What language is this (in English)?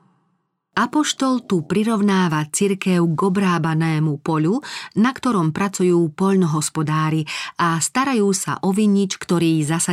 Slovak